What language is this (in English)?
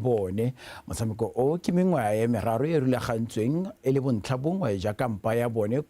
Tswana